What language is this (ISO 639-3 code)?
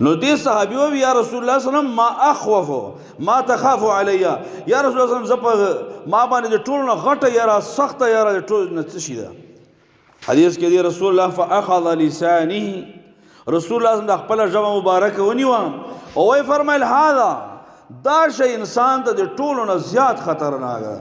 pus